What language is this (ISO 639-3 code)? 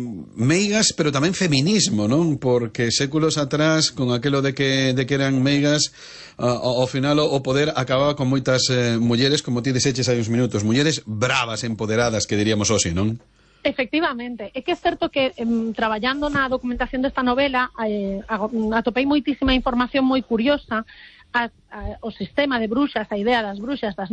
glg